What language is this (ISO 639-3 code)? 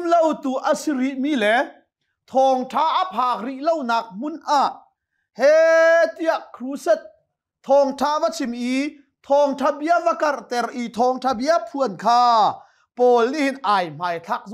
cnh